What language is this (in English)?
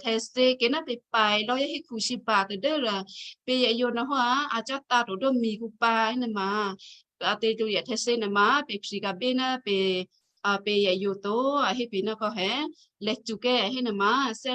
Western Kayah